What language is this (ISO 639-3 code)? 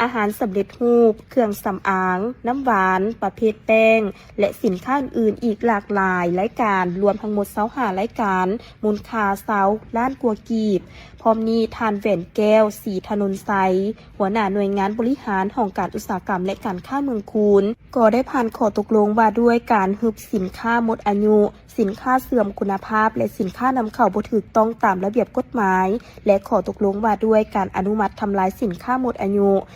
lao